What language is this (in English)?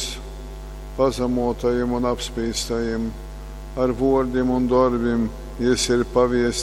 Latgalian